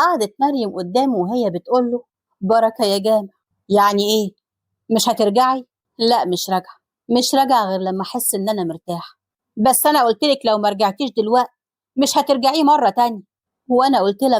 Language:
Egyptian Arabic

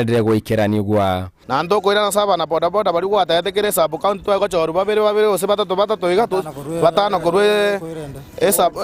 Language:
Gusii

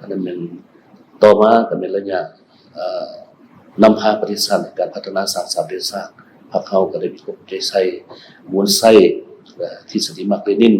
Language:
Lao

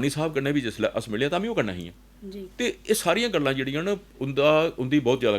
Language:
Dogri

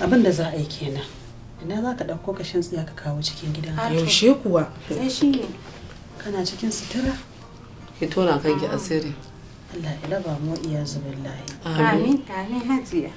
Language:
Hausa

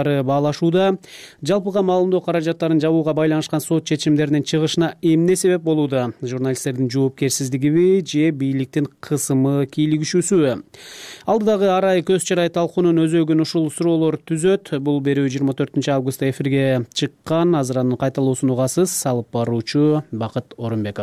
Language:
Kyrgyz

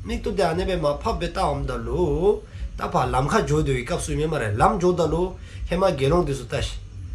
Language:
Dzongkha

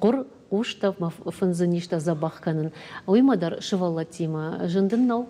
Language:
Ossetic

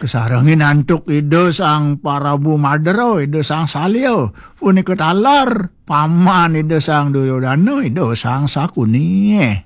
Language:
Balinese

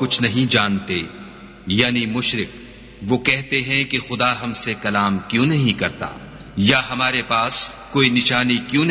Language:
Urdu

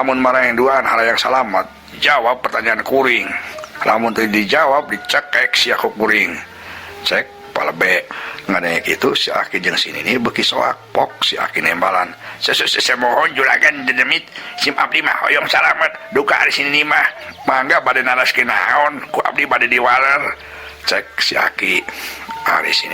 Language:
Sundanese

